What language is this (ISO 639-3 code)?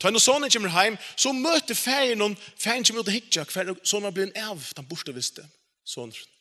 fao